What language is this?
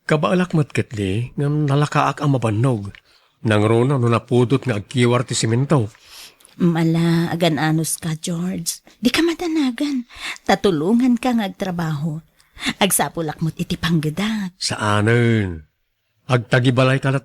Iloko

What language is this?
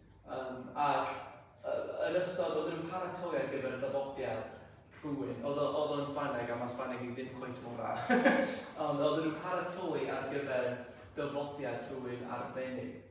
Welsh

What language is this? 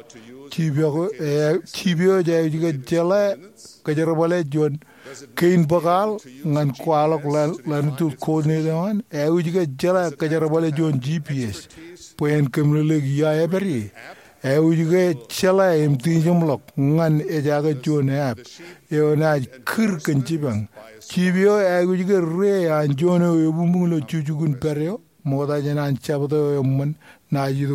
Marshallese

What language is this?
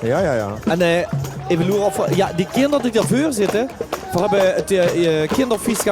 Limburgish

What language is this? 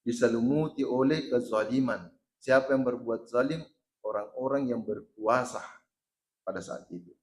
Buginese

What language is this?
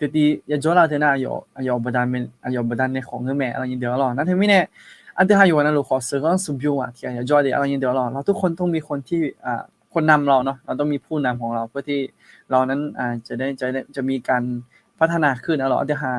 Akha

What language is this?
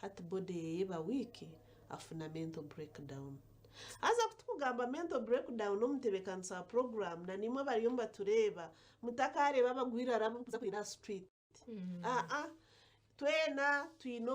Nyankole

